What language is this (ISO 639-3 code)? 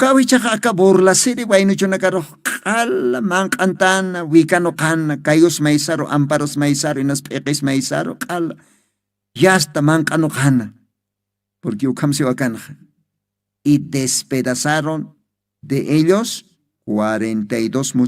aym